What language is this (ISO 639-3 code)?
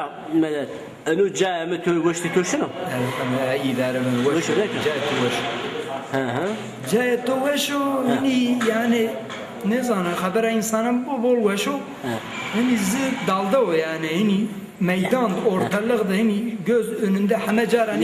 zza